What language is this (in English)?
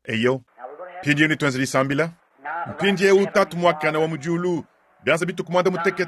Luba-Lulua